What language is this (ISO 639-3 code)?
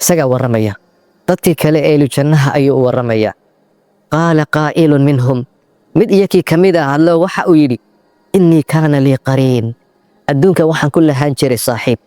som